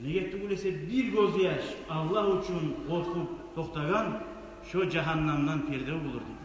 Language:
Kumyk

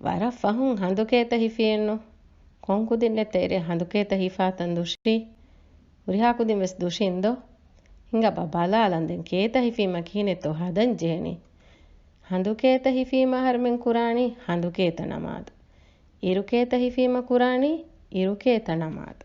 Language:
Divehi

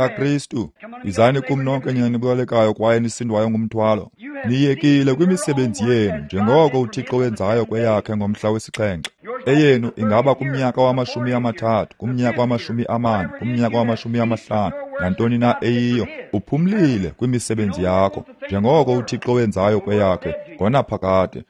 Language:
Xhosa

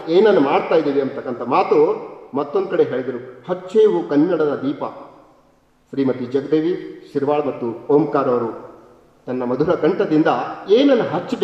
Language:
Kannada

